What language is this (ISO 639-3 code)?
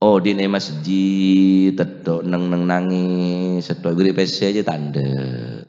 mad